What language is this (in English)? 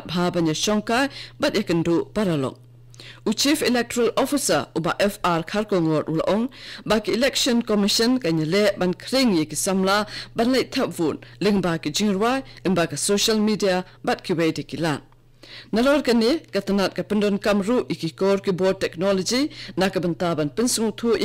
Khasi